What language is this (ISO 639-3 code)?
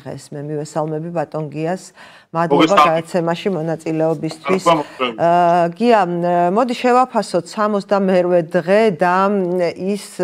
kat